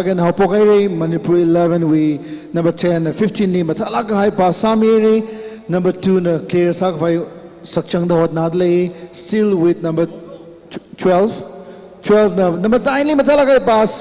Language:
Tangkhul Naga (India)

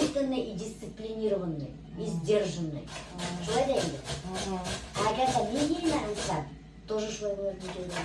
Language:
Bashkir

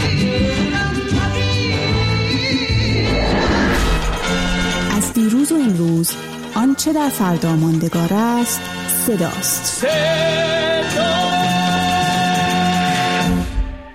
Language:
Persian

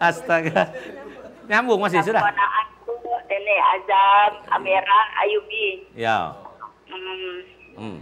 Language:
Musi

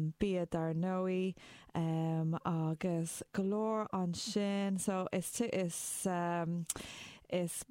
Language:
Irish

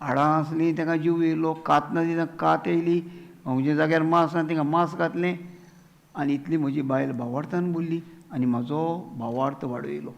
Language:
Konkani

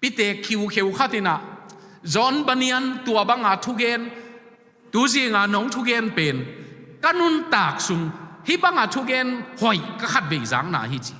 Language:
Tedim Chin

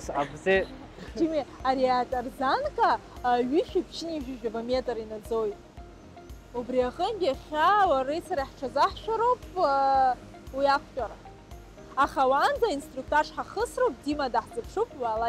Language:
Abkhazian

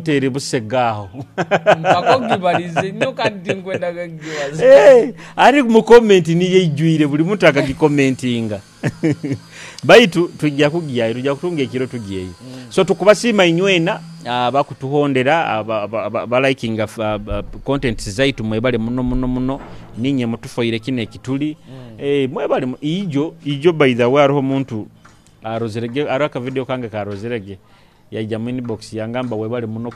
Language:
Nyoro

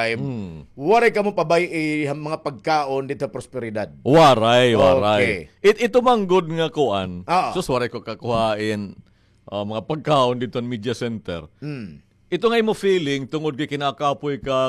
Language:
Waray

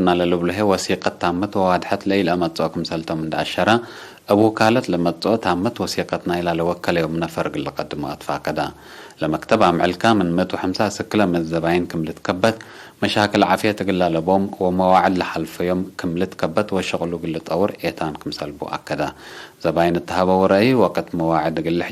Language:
Tigre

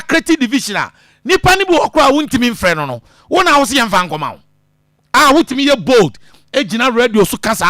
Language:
Akan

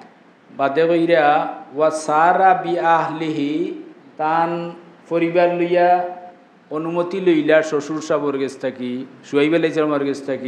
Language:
Sylheti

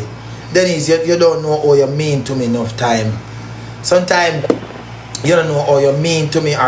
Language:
Jamaican Creole English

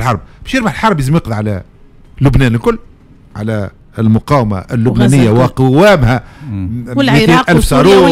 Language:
Tunisian Arabic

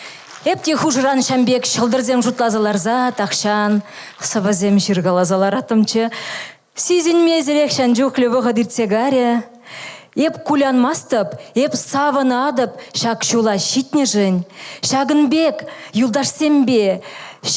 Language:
Chuvash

